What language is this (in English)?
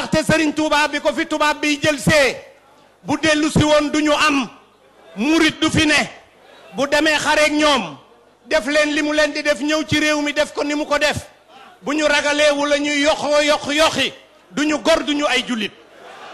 Wolof